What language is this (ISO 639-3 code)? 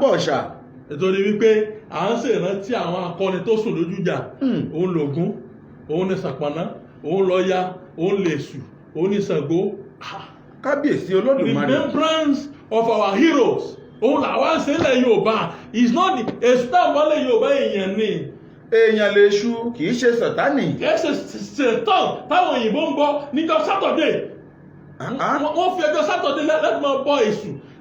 yor